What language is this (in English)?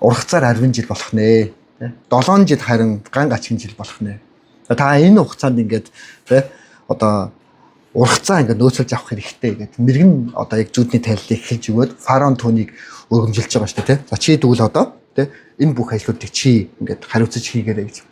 Mongolian